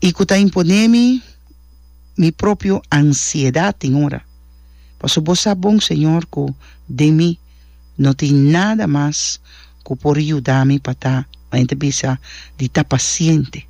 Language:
Papiamento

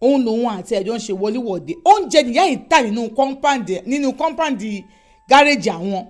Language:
Yoruba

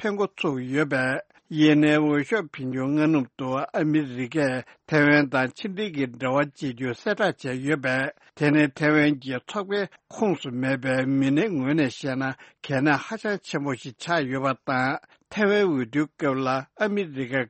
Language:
Tibetan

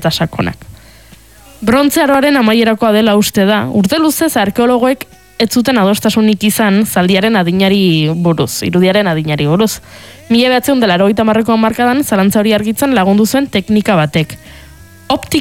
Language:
Basque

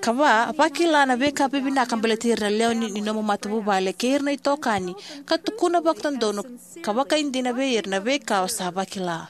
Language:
Fijian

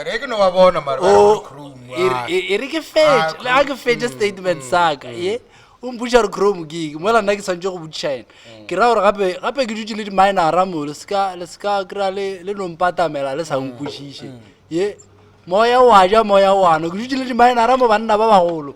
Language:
Northern Sotho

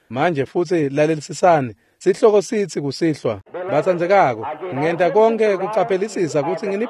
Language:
Swati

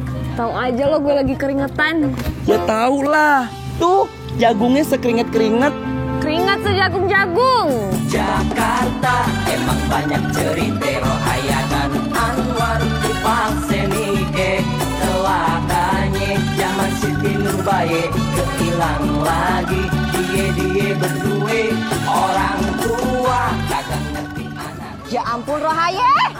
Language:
Betawi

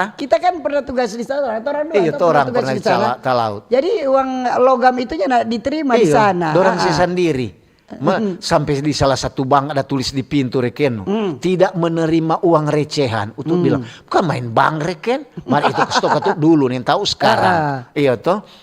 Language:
Manado Malay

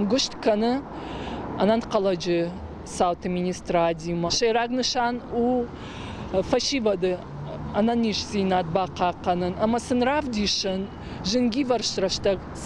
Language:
Ossetic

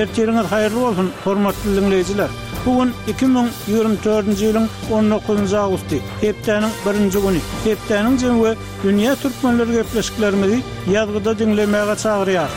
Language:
Turkmen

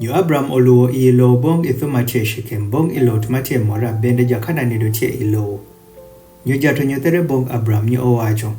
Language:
Adhola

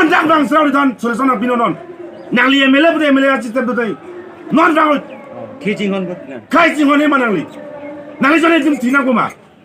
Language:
Karbi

